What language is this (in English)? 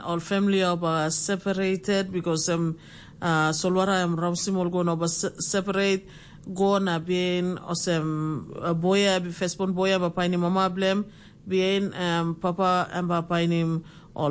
Tok Pisin